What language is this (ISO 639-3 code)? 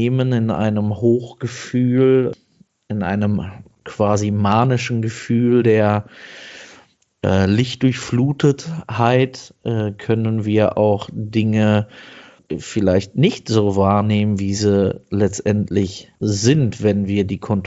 deu